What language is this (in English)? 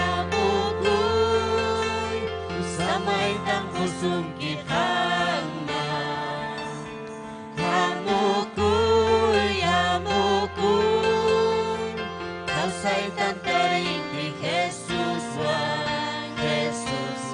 Ayacucho Quechua